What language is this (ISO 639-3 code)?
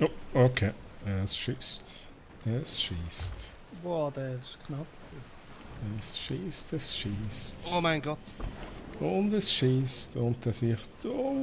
gsw